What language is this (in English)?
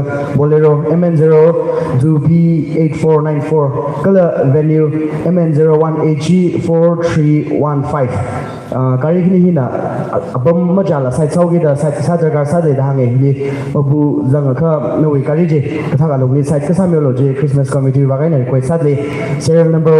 Tangkhul Naga (India)